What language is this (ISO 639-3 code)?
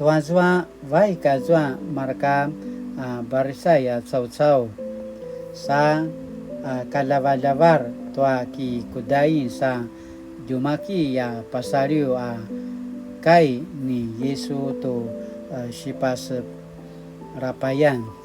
pwn